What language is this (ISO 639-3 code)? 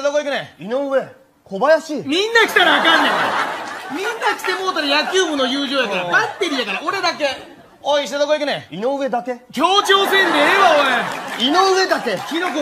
jpn